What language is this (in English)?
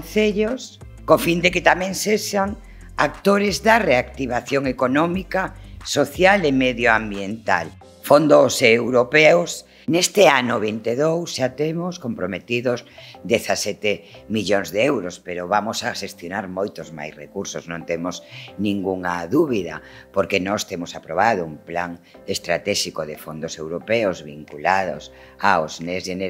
Galician